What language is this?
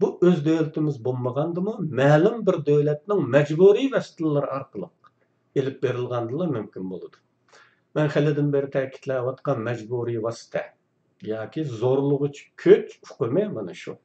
Uyghur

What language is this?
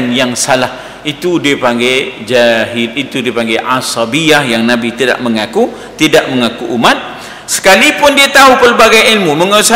Malay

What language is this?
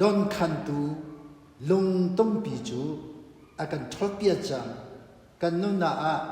Hakha Chin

